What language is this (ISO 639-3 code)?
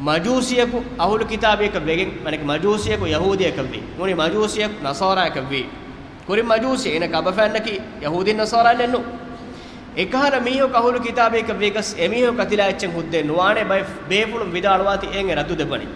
div